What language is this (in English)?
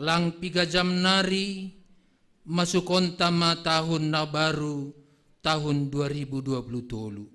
Batak Simalungun